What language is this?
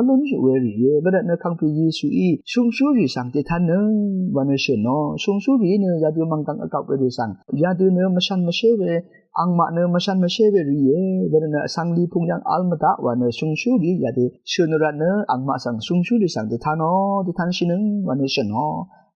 Rawang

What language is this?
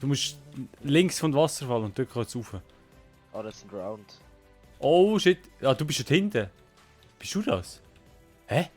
Swiss German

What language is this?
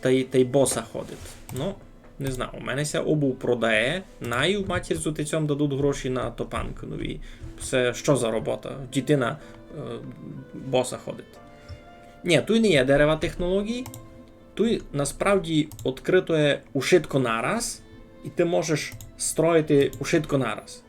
Rusyn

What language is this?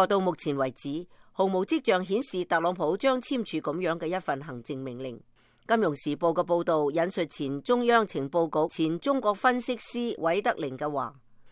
Cantonese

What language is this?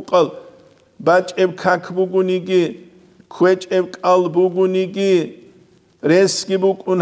Avaric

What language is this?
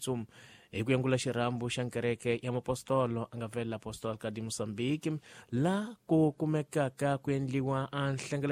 Tsonga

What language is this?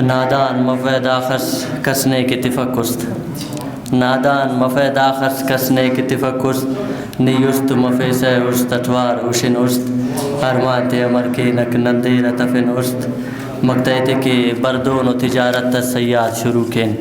Brahui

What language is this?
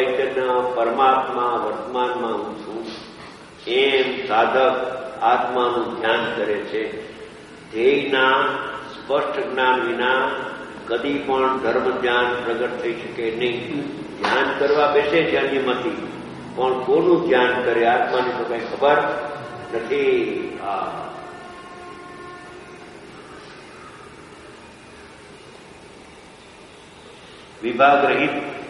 Gujarati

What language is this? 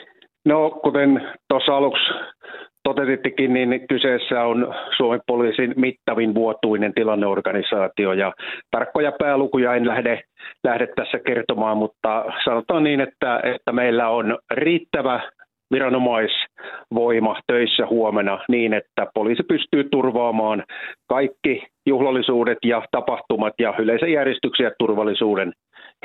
Finnish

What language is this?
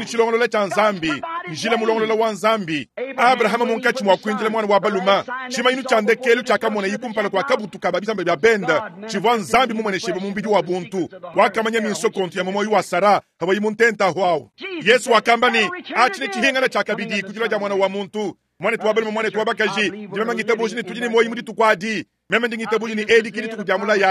Luba-Lulua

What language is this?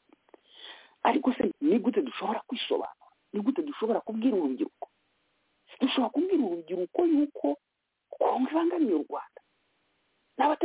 Kinyarwanda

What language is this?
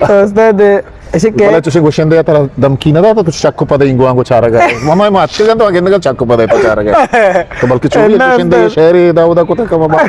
Eastern Balochi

